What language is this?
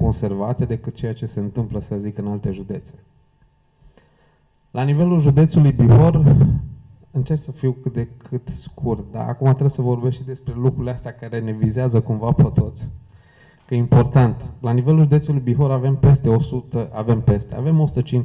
Romanian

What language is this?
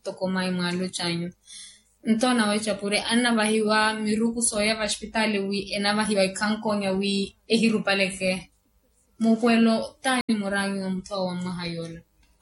Makhuwa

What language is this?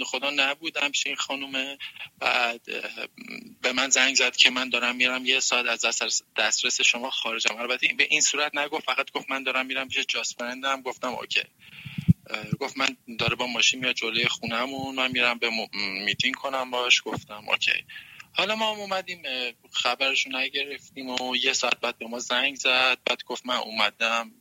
Persian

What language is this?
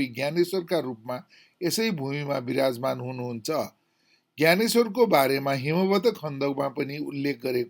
Nepali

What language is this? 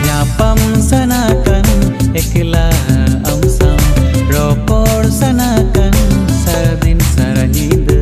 Santali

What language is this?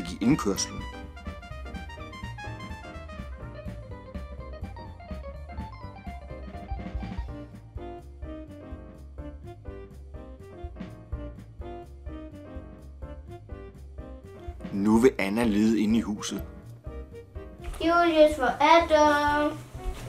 Danish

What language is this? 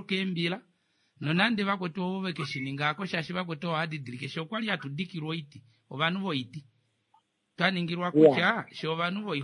Kuanyama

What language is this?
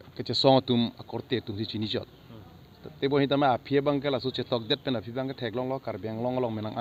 Karbi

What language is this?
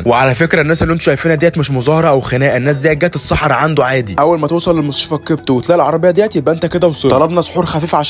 Egyptian Arabic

